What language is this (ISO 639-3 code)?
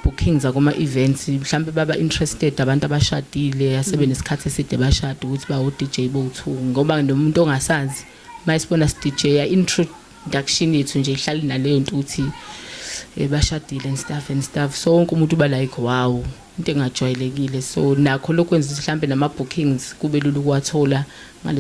zul